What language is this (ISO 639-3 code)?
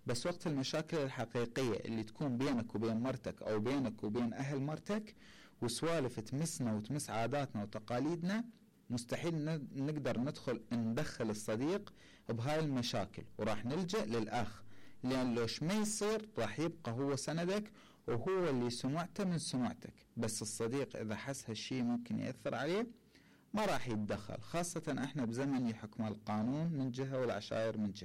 acm